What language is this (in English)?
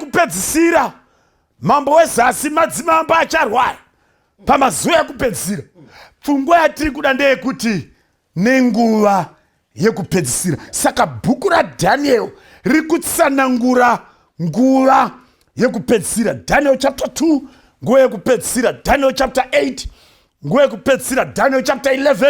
Shona